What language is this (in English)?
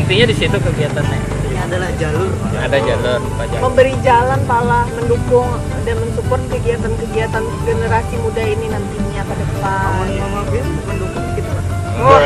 Banjar